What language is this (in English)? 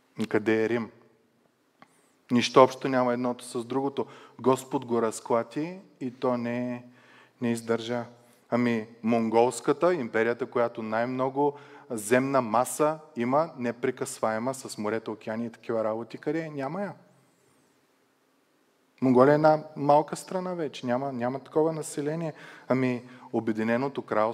Bulgarian